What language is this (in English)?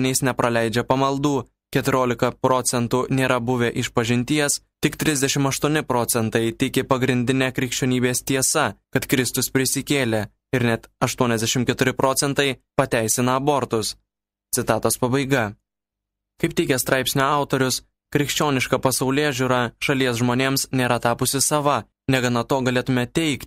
Lithuanian